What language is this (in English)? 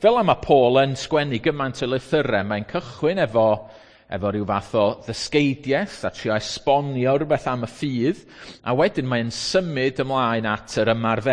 Welsh